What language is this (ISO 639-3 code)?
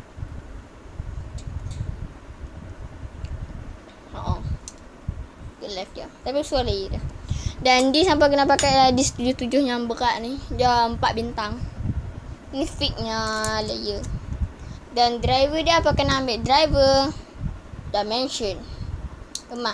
msa